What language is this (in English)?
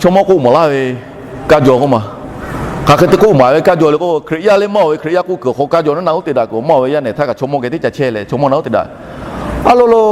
Lahu